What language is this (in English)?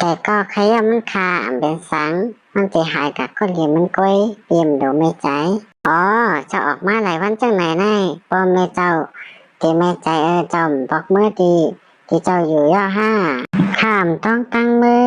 Shan